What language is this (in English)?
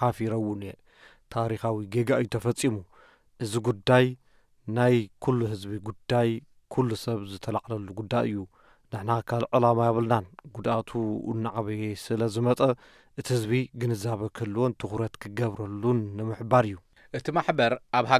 Tigrinya